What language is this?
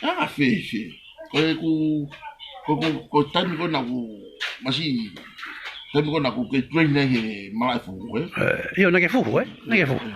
Tongan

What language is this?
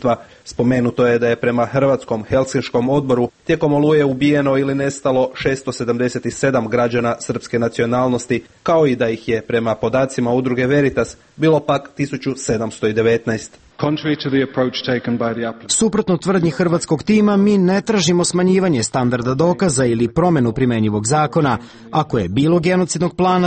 Serbian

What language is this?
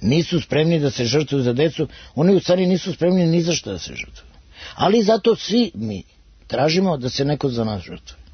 Serbian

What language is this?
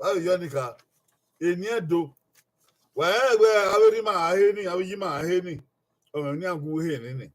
Bini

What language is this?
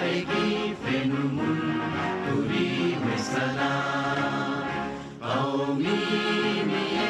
Divehi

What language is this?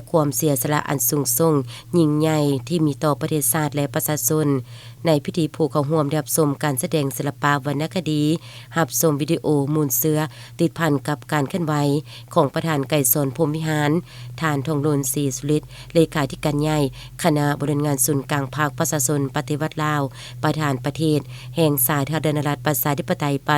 Lao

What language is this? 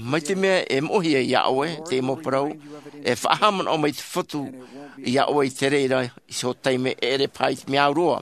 Tahitian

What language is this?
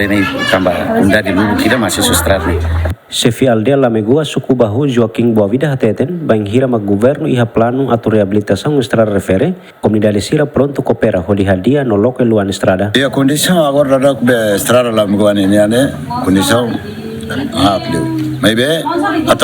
Tetum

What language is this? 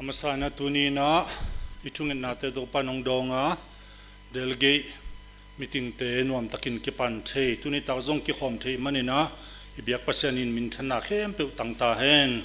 Tedim Chin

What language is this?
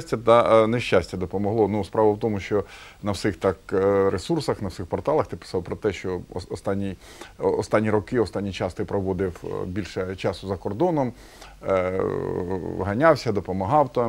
Ukrainian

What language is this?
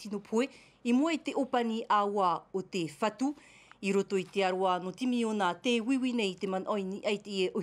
Tahitian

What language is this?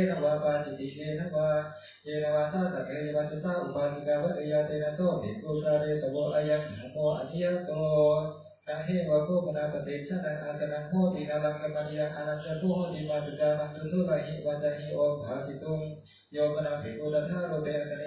Pali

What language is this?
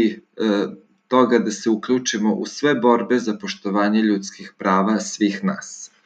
Serbian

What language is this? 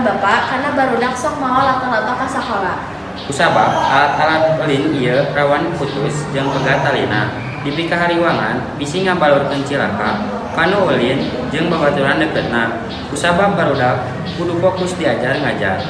Sundanese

